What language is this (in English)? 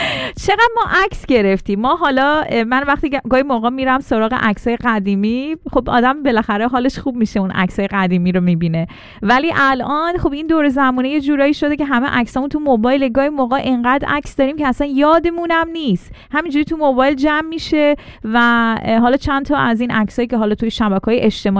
Persian